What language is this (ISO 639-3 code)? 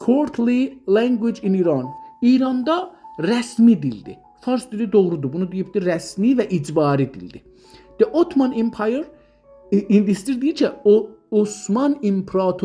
azb